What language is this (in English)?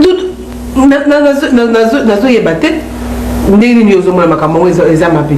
Lingala